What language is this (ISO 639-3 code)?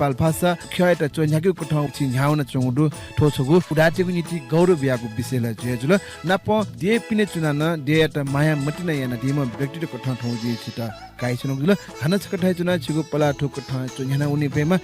new